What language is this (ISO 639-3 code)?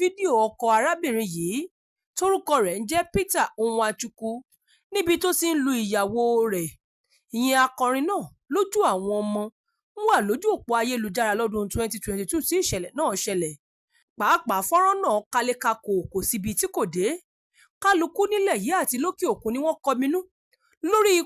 yor